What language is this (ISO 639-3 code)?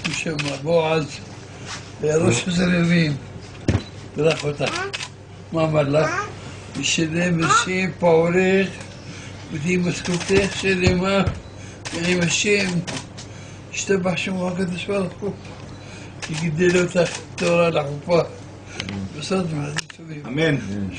heb